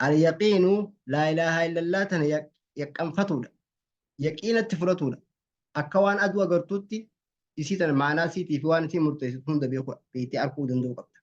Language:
Oromo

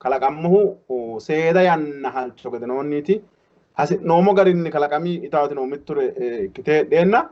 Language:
Sidamo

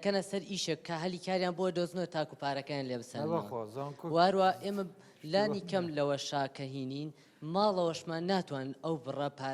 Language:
Central Kurdish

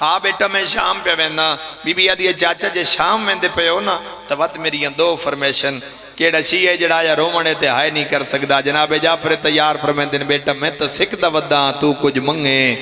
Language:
Pahari-Potwari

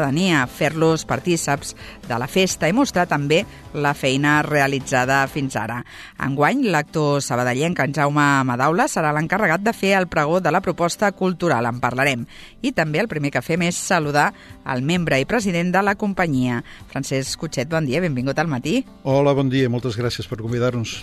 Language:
Catalan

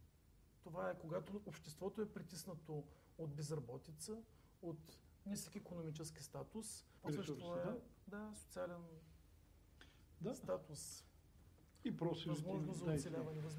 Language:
Bulgarian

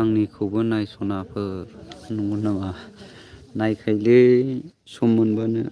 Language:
Bodo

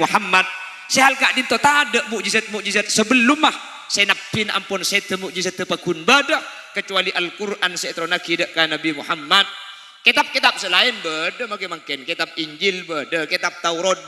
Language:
Madurese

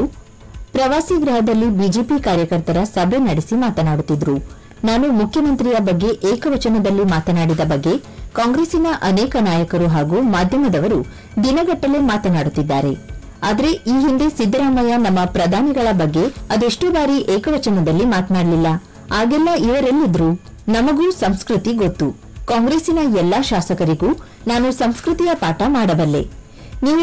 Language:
Kannada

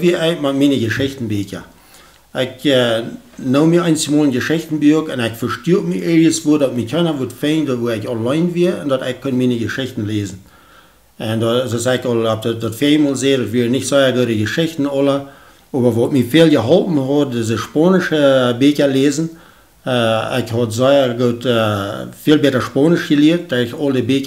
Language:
Plautdietsch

